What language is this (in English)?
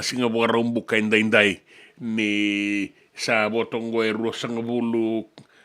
Fijian